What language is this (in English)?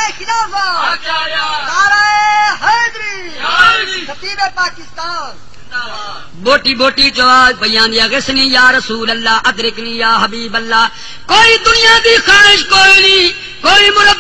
Saraiki